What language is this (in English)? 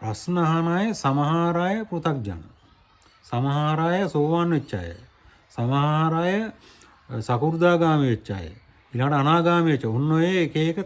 Sinhala